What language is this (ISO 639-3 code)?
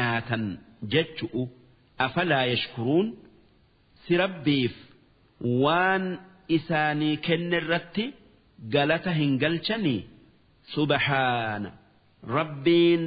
orm